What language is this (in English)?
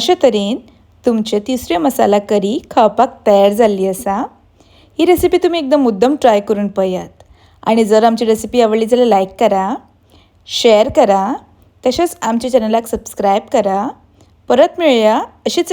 Konkani